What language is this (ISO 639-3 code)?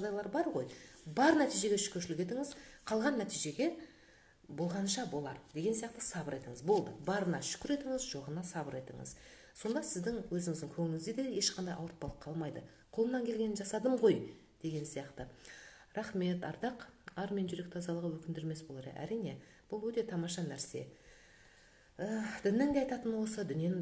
kaz